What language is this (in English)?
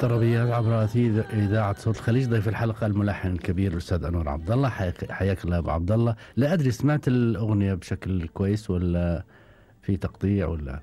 Gulf Arabic